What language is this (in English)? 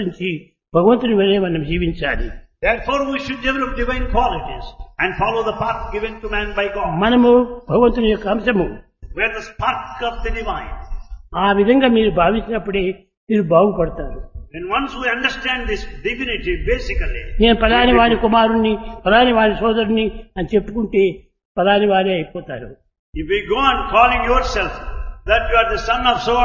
Telugu